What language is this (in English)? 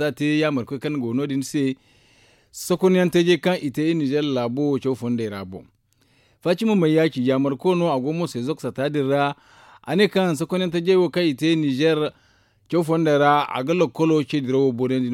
Zarma